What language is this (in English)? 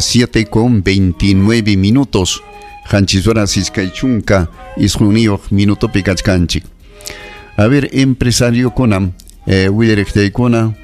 Ayacucho Quechua